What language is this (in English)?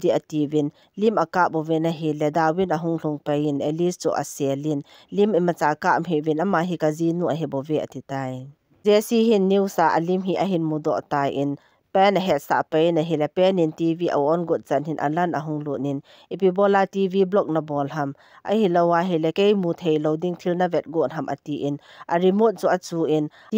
Thado Chin